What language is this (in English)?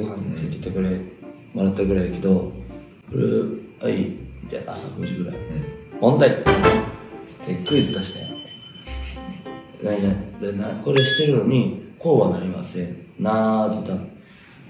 Japanese